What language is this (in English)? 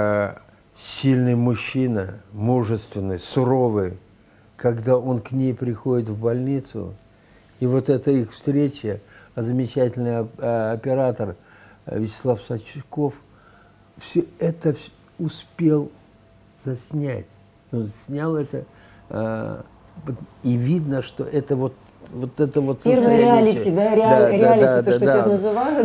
Russian